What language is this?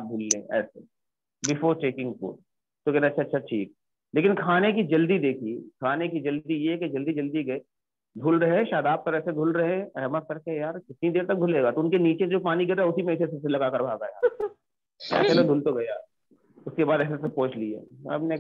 Hindi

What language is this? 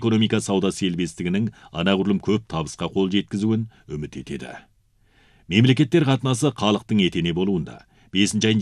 Kazakh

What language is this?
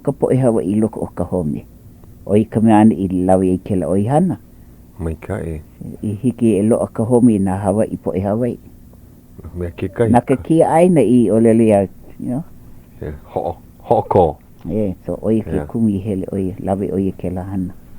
Hawaiian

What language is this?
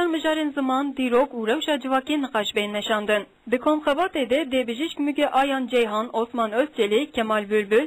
Kurdish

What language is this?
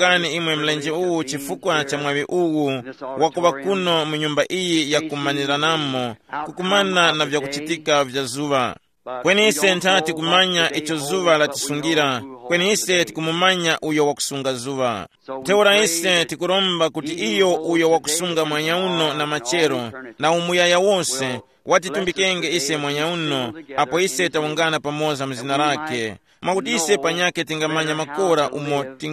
Tumbuka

